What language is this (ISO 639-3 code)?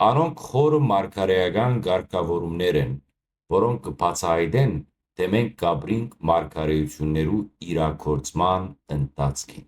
hyw